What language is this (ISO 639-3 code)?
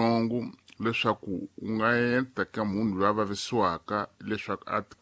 tso